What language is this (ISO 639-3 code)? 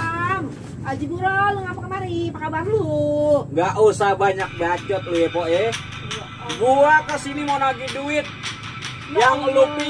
bew